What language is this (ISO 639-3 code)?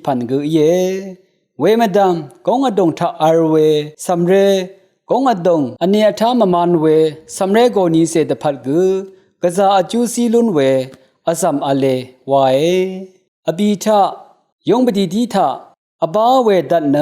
raw